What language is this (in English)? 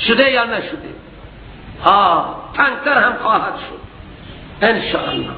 Persian